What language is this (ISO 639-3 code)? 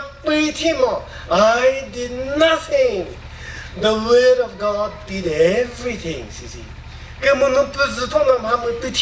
nri